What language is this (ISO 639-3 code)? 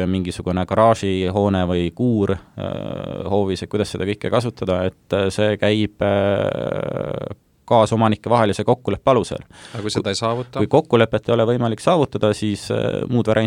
est